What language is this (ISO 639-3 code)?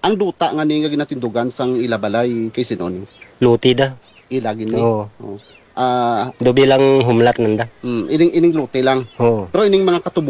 hil